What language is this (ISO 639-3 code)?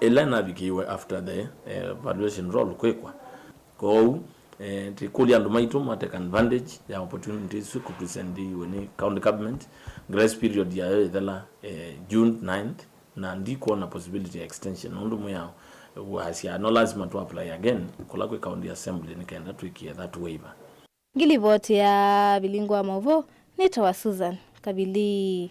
kam